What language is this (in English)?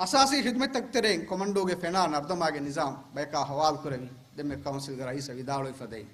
Divehi